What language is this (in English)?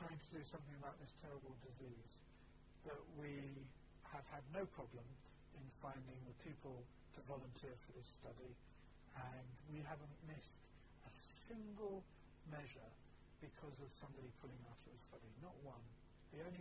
English